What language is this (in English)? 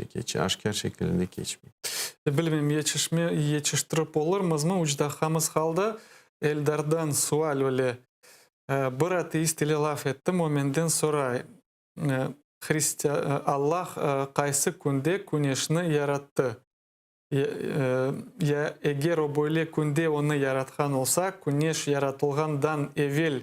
Crimean Tatar